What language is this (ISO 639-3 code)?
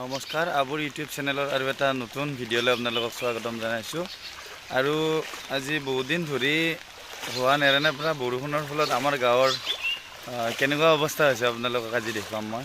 asm